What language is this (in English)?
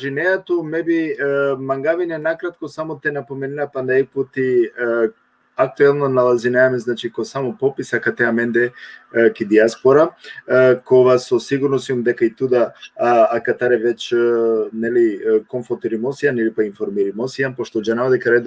Balkan Romani